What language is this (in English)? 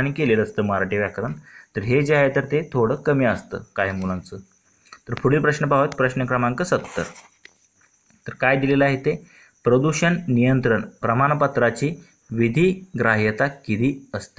Marathi